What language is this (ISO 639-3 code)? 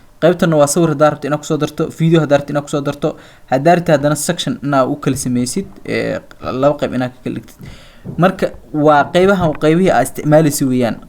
som